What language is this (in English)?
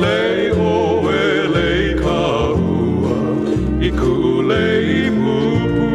Hawaiian